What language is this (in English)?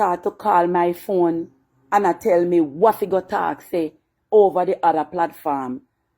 Jamaican Creole English